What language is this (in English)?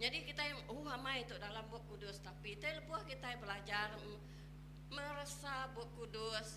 Iban